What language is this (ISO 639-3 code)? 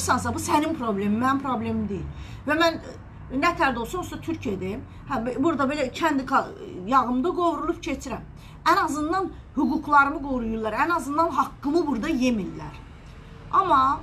aze